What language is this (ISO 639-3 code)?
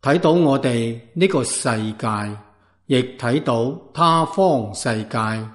yue